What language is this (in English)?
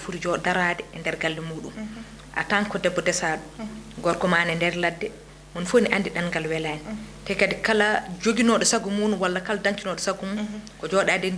Fula